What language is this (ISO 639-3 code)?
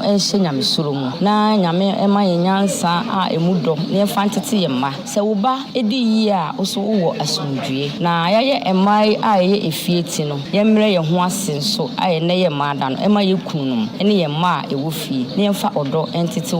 aka